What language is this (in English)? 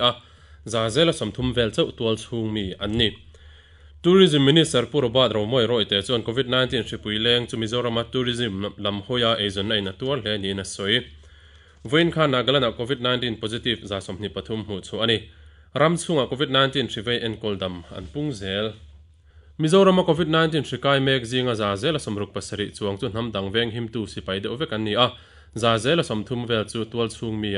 Mizo